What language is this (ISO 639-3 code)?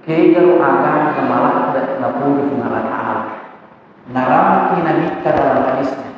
bug